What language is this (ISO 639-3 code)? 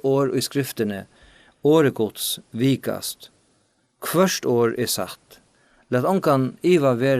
fao